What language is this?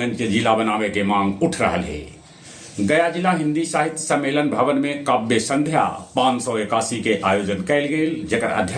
Magahi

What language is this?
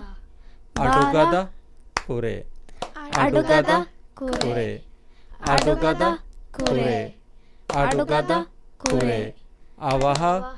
Divehi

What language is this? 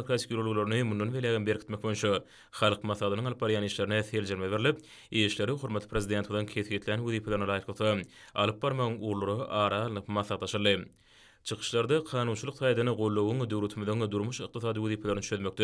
Turkmen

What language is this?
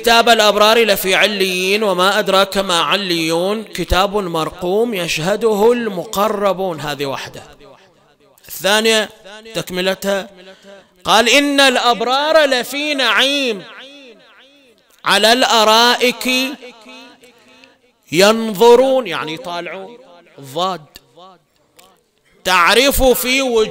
Arabic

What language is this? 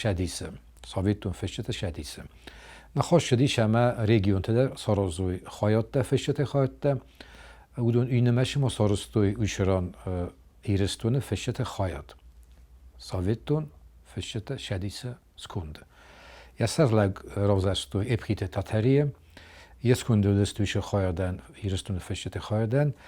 Ossetic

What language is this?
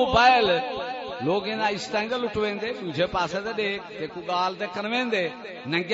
Saraiki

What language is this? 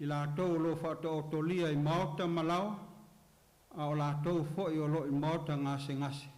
Samoan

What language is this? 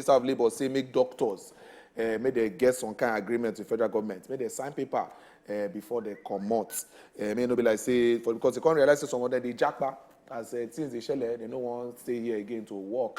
Nigerian Pidgin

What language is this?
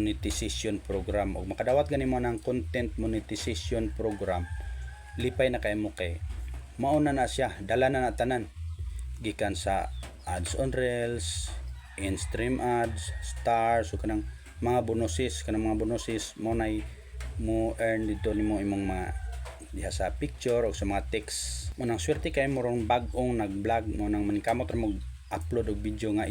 Cebuano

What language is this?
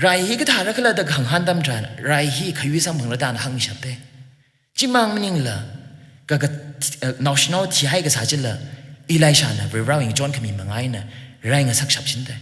Tangkhul Naga (India)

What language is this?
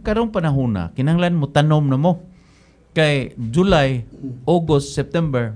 Cebuano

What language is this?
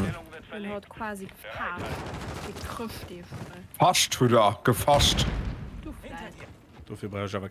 Luxembourgish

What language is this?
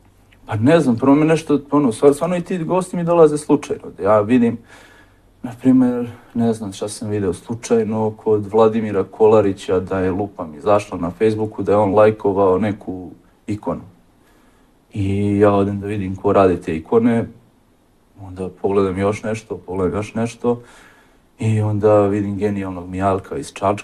Serbian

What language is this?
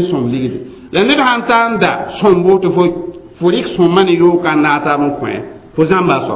Mossi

